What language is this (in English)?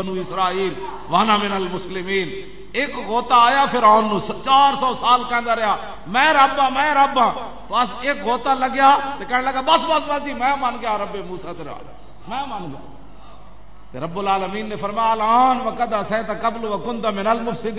Western Panjabi